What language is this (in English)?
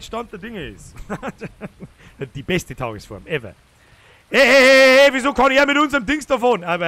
Bavarian